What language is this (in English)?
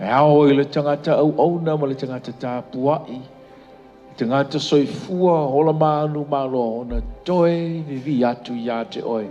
Samoan